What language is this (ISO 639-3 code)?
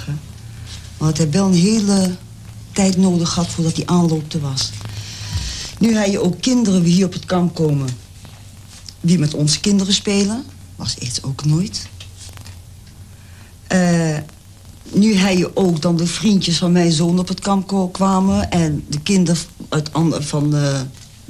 nld